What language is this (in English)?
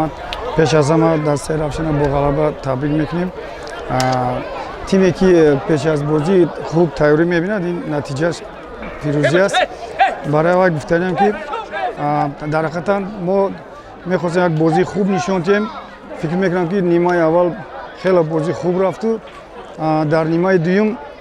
Tajik